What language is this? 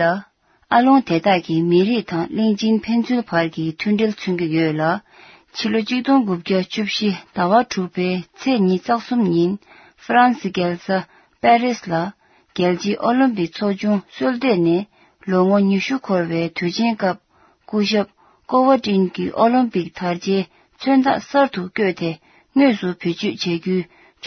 Tibetan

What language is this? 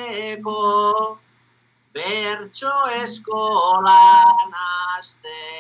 Basque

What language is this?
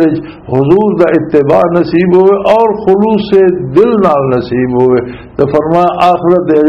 Western Panjabi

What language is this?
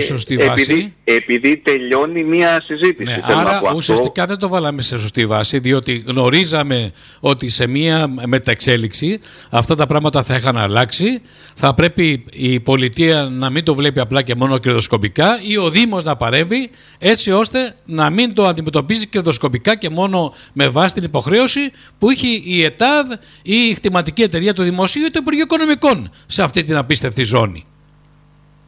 Greek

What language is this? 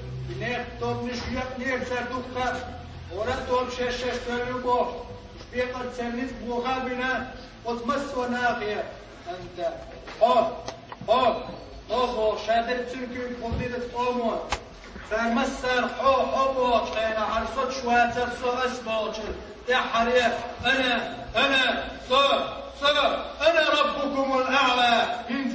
Chechen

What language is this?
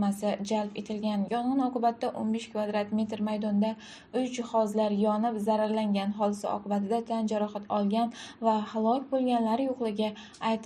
Uzbek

